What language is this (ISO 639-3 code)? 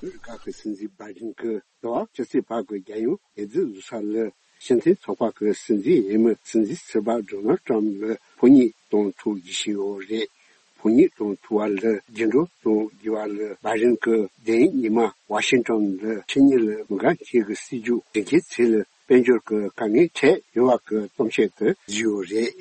bod